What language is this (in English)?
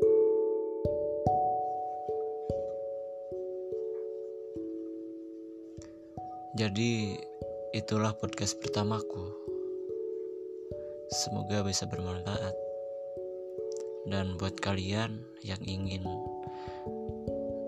Indonesian